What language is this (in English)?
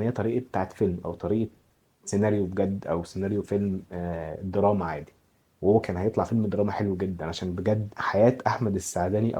Egyptian Arabic